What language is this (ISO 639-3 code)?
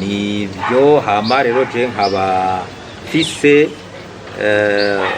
run